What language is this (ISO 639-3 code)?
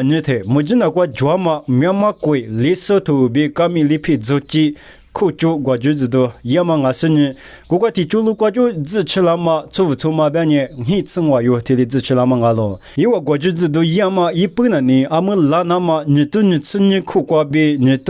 lis